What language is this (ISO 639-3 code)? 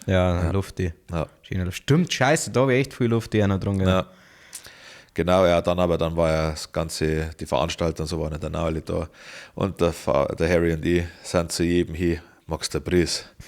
bar